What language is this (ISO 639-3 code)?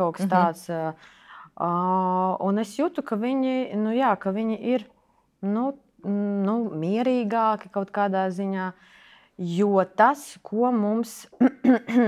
lav